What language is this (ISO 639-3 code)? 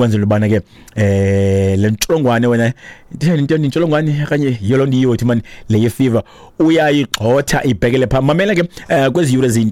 xho